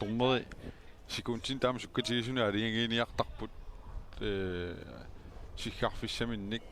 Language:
Kalaallisut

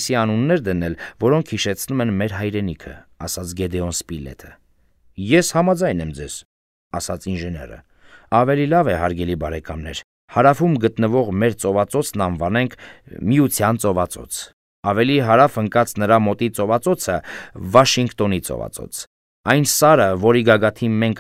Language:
Armenian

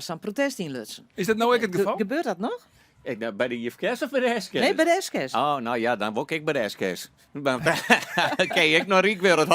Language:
Western Frisian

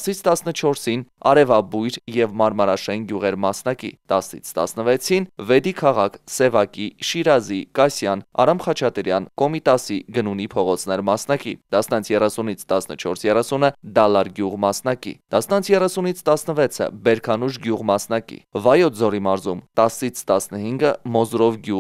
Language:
Armenian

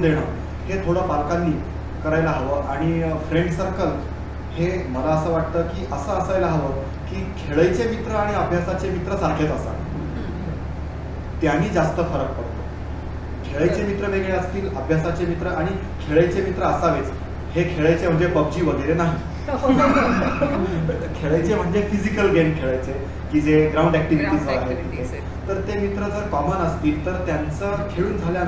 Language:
Marathi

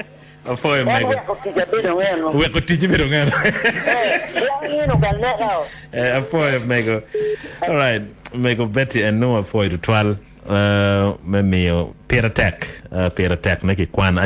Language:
Acoli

